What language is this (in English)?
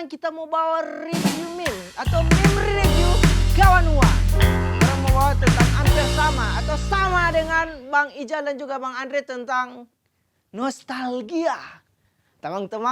Manado Malay